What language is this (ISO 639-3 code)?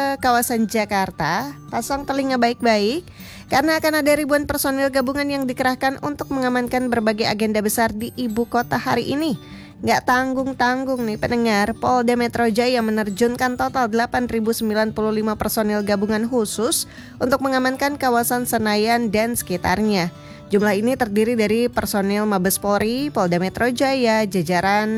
ind